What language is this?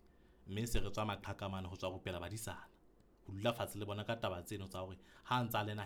Southern Sotho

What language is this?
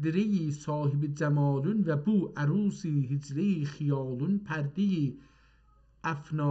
South Azerbaijani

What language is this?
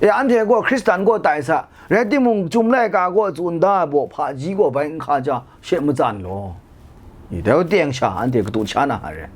Kachin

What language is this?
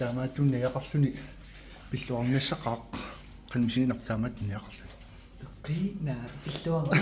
Kalaallisut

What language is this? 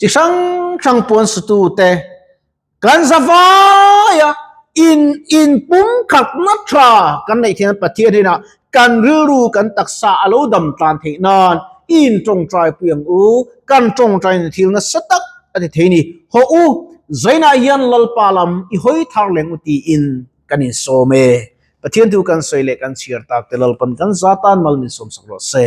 Mizo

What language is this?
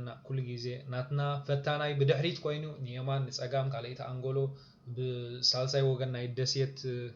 Tigrinya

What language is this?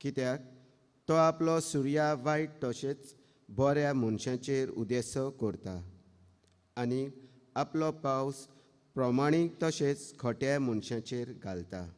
Konkani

